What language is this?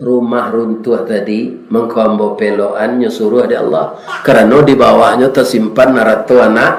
Minangkabau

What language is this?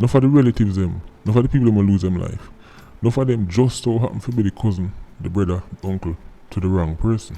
Jamaican Creole English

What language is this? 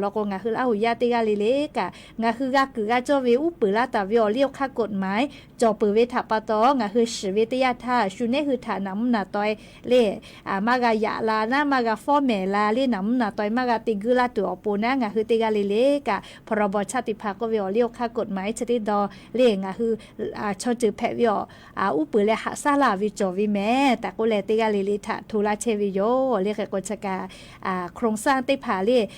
Lahu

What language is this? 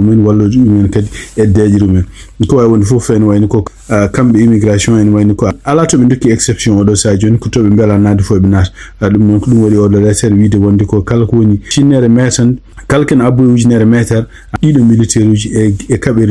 Fula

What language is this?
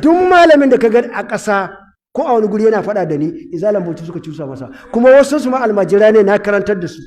Hausa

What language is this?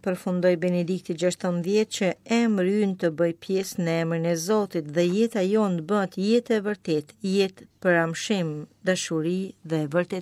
Albanian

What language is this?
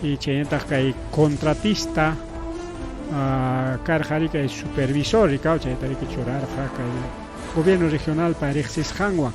Ayacucho Quechua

